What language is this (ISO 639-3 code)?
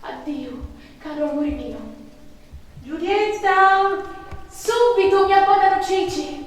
scn